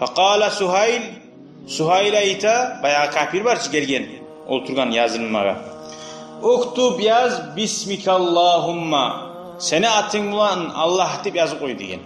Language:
Kumyk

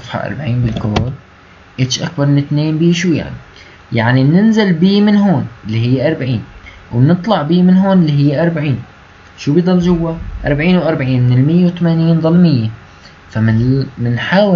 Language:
North Levantine Arabic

